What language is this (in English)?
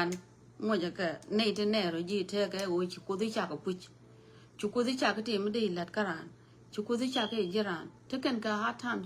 Nuer